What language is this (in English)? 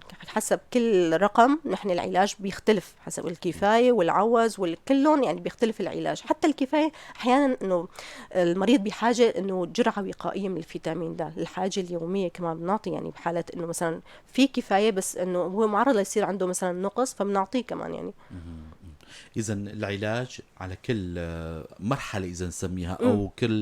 North Levantine Arabic